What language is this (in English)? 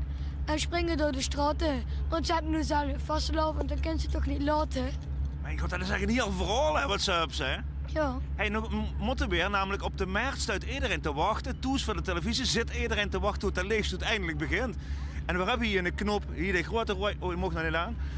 Limburgish